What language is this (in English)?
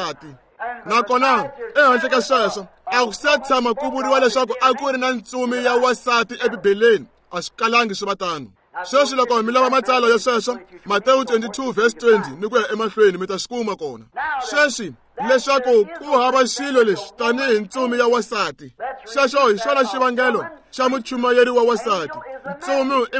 Tsonga